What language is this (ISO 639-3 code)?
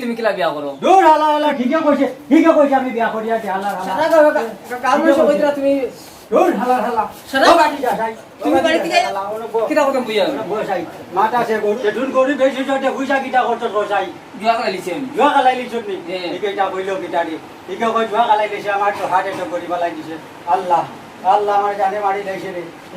syl